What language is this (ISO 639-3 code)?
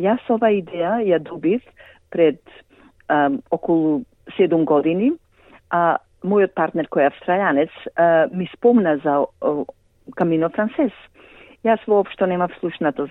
mkd